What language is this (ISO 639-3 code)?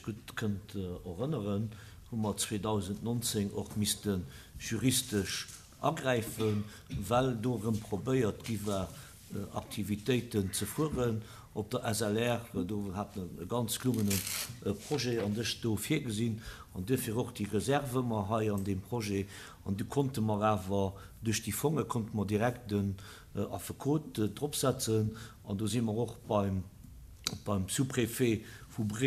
ltz